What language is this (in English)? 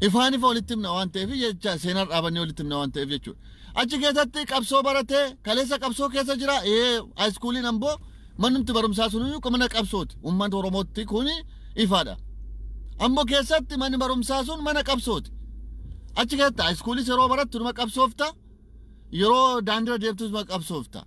Oromo